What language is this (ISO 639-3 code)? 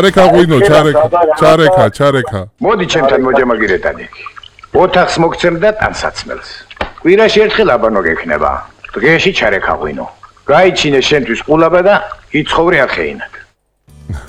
kat